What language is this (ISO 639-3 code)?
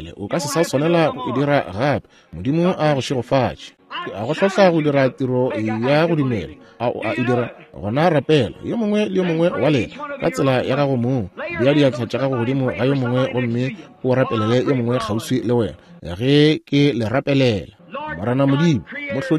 nso